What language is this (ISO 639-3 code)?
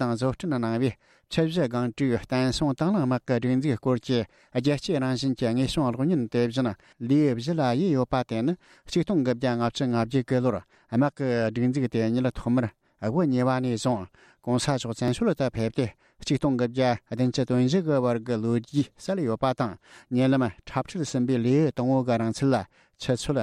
bod